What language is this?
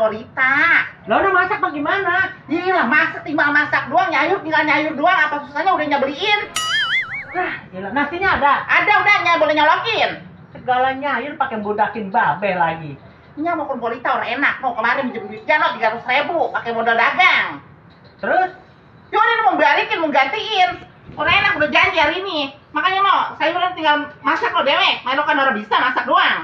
Betawi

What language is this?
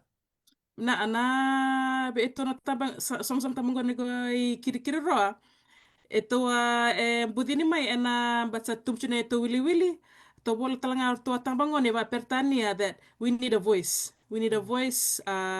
Fijian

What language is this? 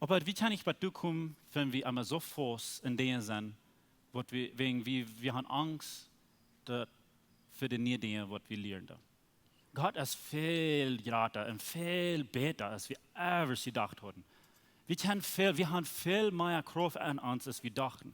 Plautdietsch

